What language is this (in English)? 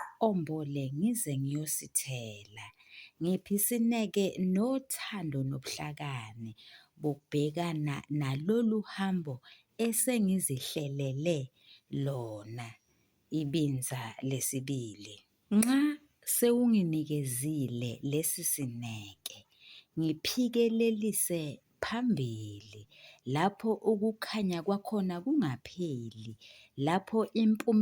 Zulu